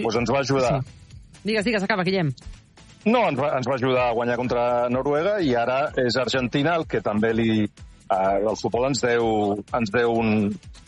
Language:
Catalan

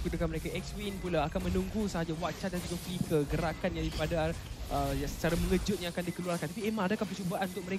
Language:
Malay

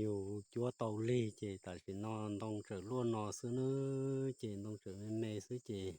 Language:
Hmong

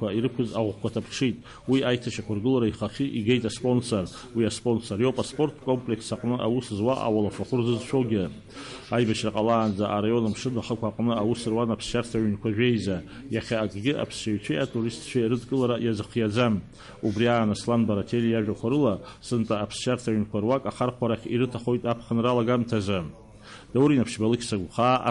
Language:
Abkhazian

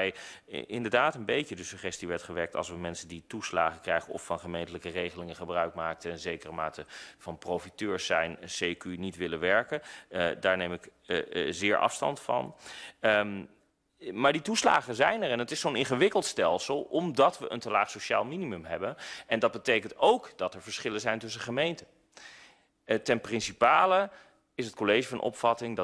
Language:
Dutch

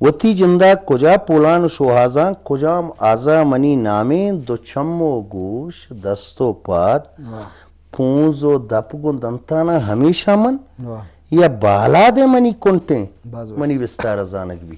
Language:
Eastern Balochi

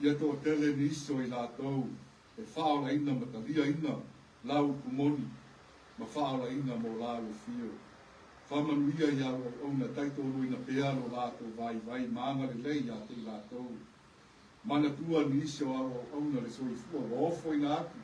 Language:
Samoan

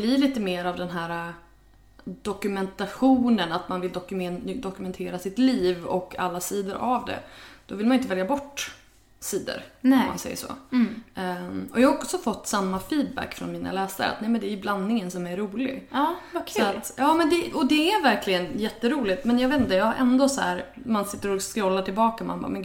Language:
Swedish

